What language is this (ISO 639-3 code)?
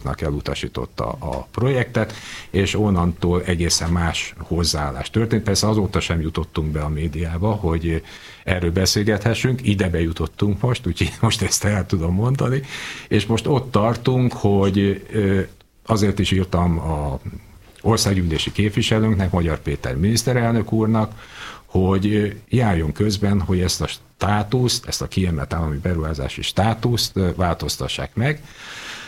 hun